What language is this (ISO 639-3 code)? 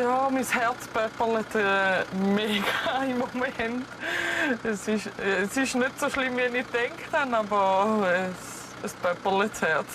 gsw